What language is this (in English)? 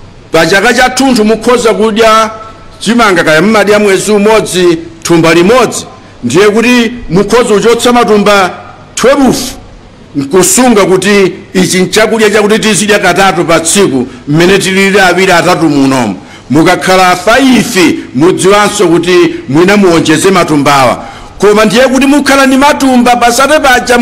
Nyanja